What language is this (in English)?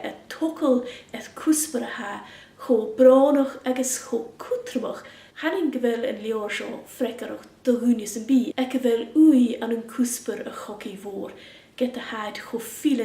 Scottish Gaelic